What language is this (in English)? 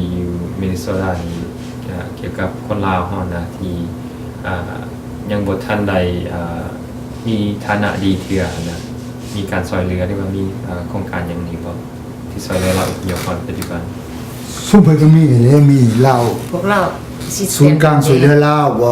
Lao